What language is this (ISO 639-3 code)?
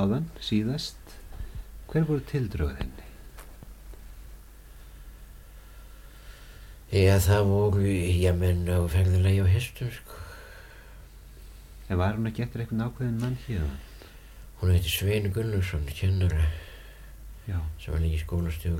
isl